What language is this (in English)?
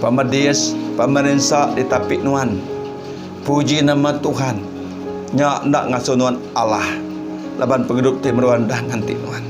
Iban